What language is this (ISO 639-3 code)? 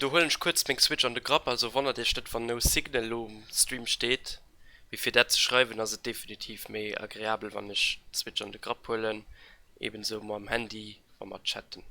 ltz